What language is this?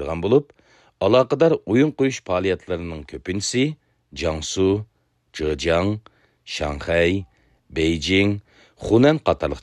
Uyghur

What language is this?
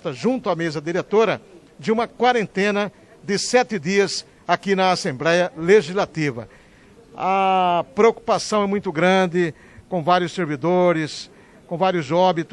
Portuguese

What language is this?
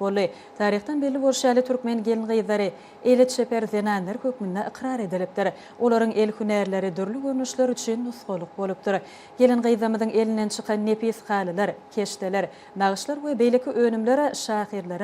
Turkmen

